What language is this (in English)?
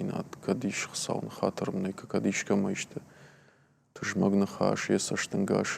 Ossetic